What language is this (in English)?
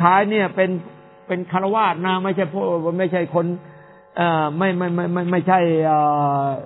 Thai